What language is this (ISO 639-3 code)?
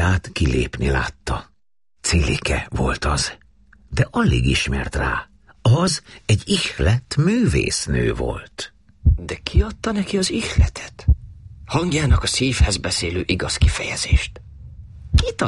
hun